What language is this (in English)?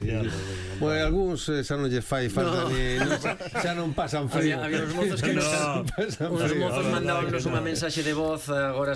Galician